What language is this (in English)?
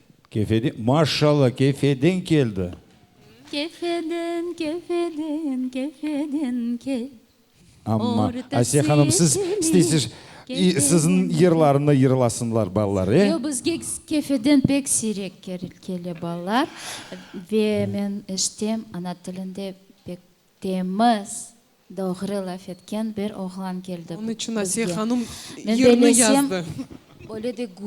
Crimean Tatar